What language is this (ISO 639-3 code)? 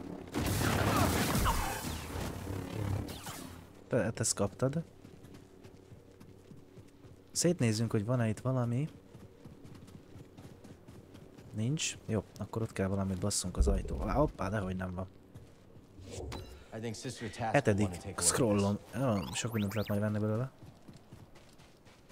hun